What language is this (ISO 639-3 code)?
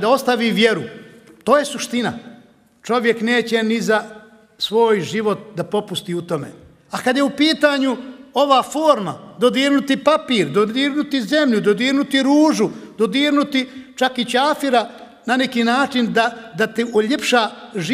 bos